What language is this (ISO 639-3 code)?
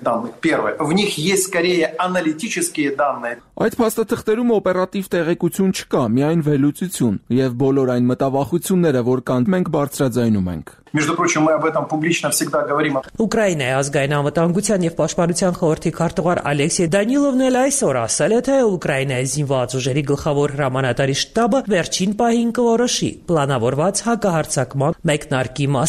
hye